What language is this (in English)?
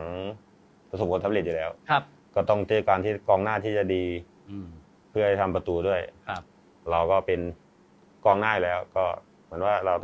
Thai